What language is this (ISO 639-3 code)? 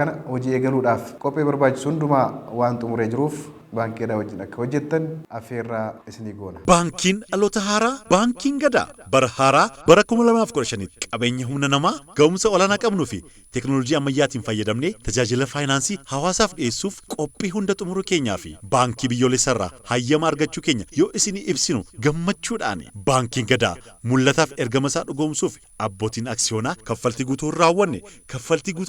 orm